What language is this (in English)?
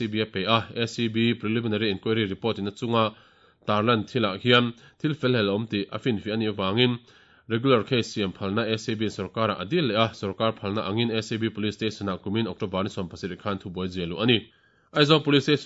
Mizo